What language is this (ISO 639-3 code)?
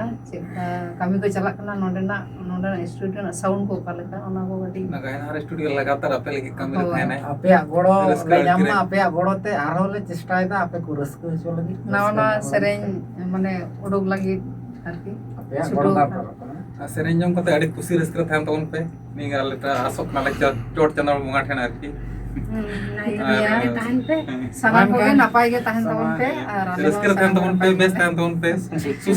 sat